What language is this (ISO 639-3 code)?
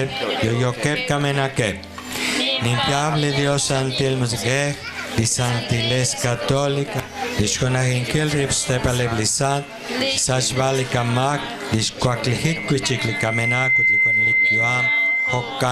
kek